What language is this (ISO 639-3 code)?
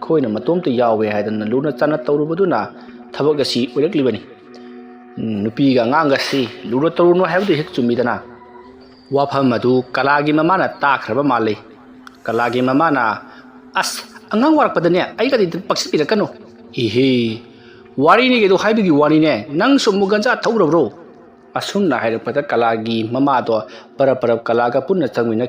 mni